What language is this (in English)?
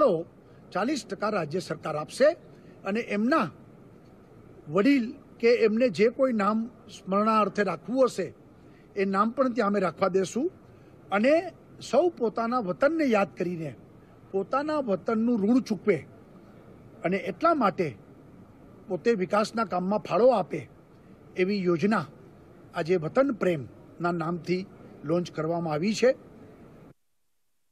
Gujarati